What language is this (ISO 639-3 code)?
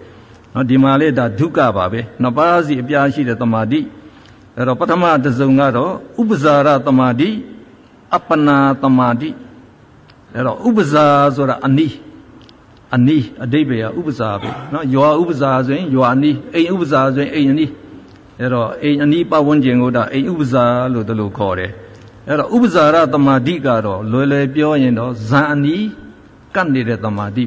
mya